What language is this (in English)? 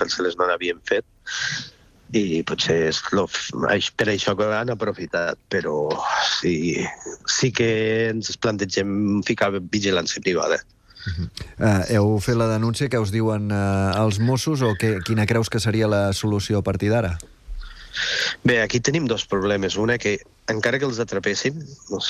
Catalan